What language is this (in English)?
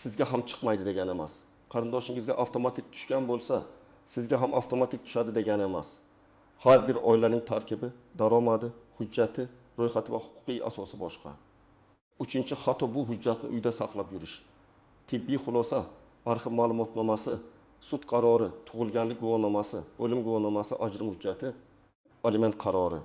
Uzbek